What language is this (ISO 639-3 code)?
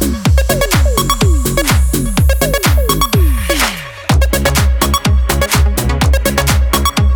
kaz